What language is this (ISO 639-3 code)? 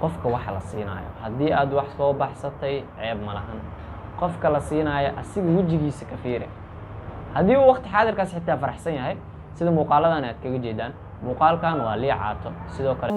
som